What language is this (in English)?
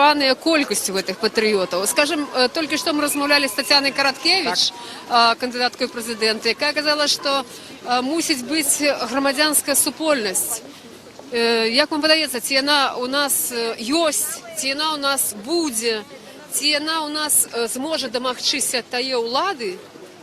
Belarusian